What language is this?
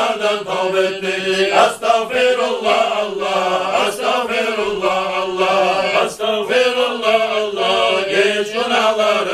Kumyk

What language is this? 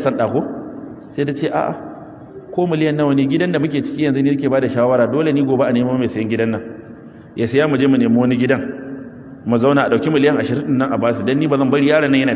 Hausa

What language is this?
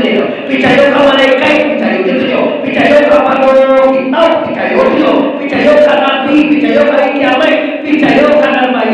Minangkabau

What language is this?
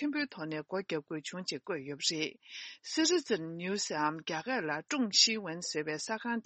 Tibetan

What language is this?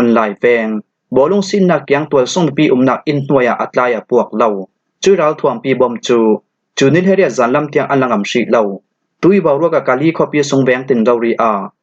Falam Chin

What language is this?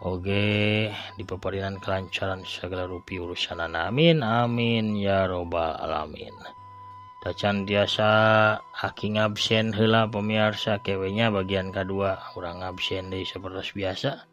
Sundanese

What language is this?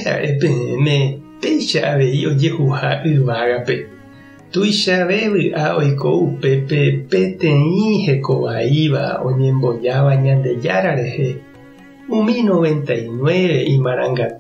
Guarani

